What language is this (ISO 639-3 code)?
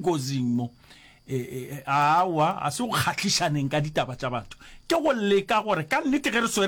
nso